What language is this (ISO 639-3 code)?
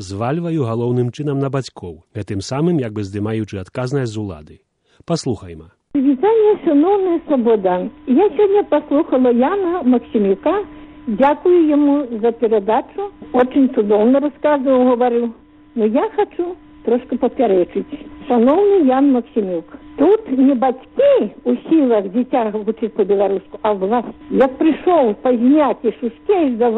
bel